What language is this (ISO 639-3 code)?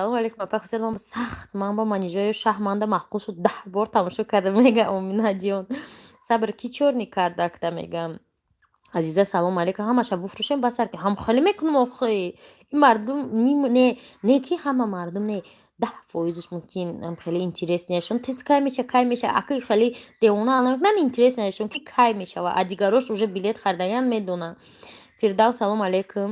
tgk